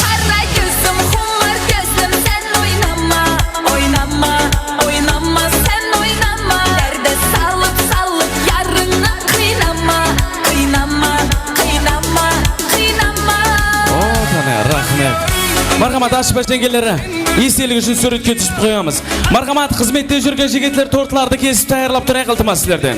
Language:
Kara-Kalpak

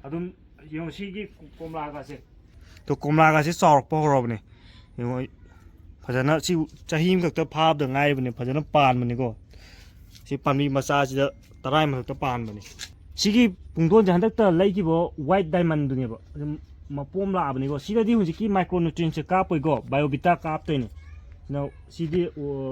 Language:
Manipuri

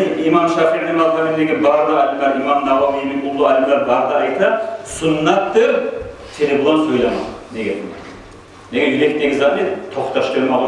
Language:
Kumyk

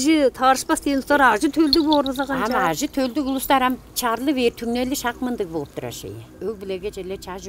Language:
Tuvinian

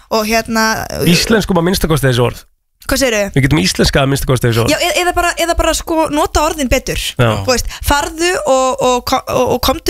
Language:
Icelandic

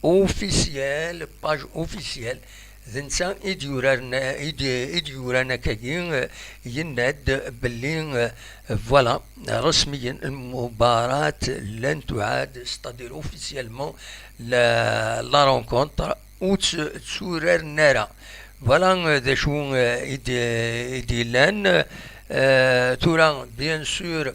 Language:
Kabyle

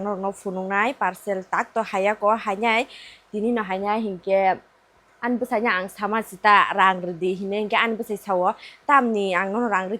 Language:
Kok Borok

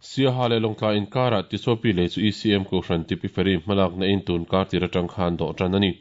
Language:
Mizo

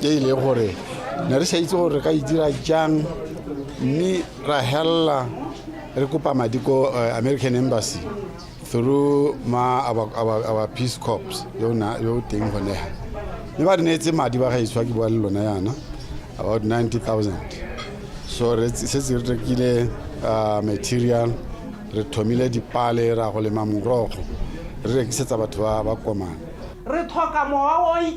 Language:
Tswana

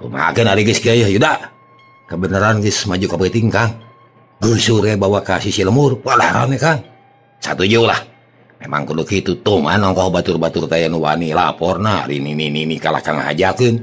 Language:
Sundanese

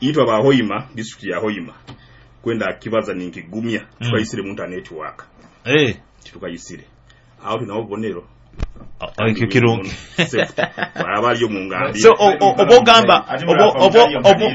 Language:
Nyoro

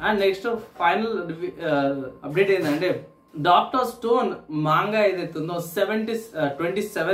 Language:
Telugu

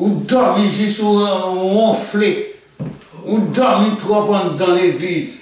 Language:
Haitian Creole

